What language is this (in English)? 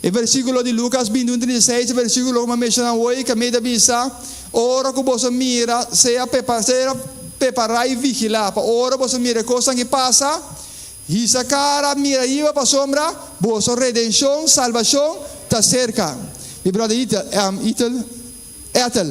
Papiamento